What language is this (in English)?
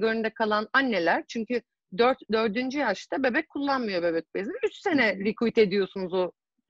Turkish